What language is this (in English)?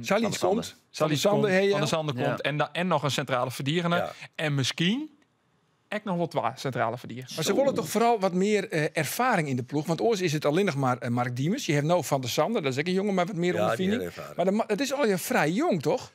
Western Frisian